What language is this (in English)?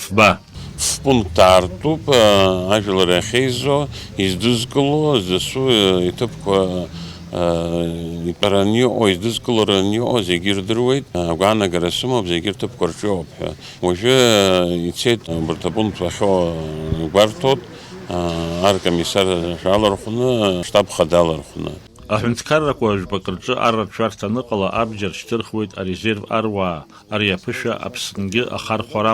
Abkhazian